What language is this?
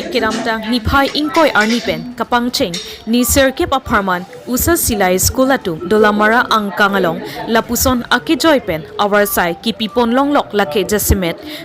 Karbi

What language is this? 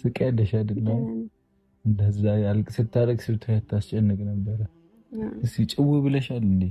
Amharic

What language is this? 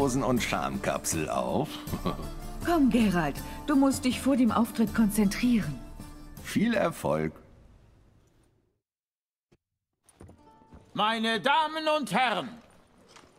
German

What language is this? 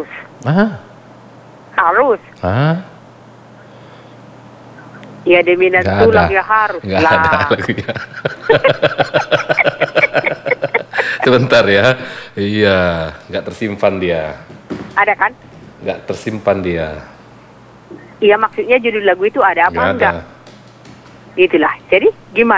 Indonesian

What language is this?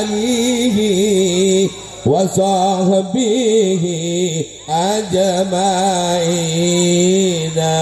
Madurese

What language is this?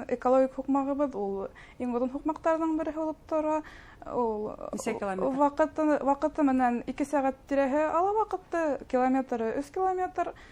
Bashkir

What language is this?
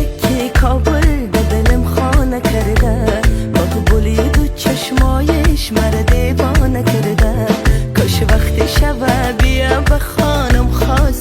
Tajik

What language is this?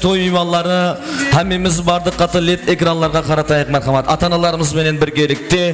Kara-Kalpak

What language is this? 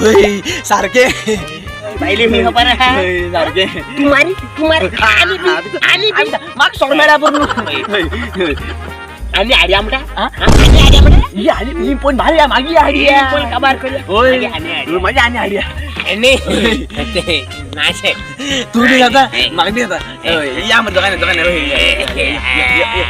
Konkani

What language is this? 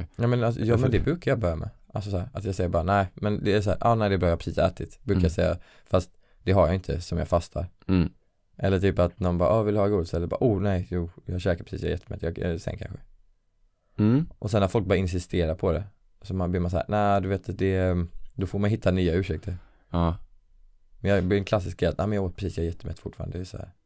Swedish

